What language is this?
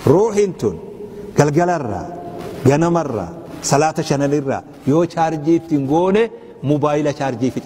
Oromo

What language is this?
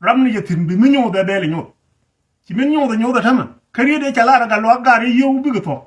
Nuer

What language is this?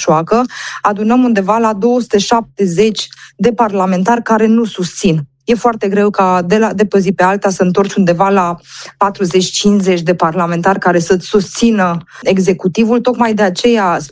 Romanian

